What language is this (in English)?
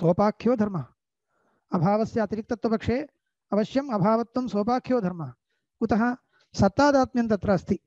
Sanskrit